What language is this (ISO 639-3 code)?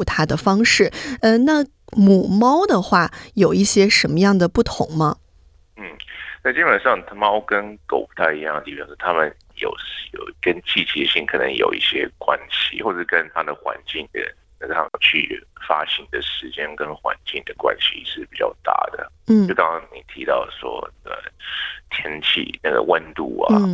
zho